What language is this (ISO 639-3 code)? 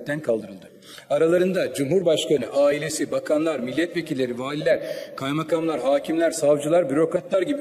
tur